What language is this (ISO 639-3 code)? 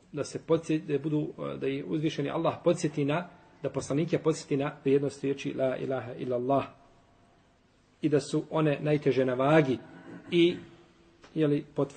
bos